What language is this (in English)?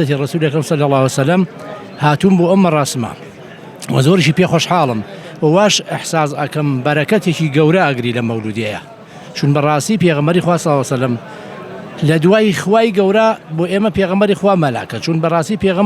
Central Kurdish